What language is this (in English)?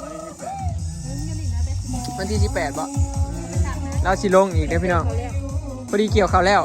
Northeastern Thai